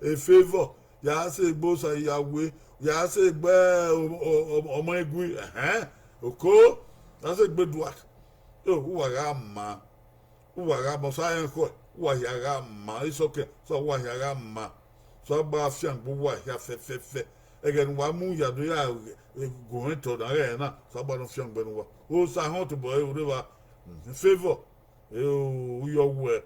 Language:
Bini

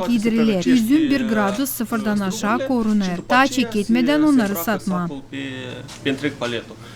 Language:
Gagauz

